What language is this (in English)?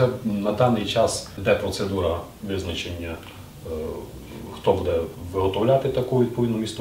Ukrainian